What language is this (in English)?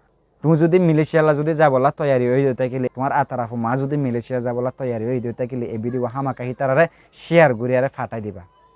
Rohingya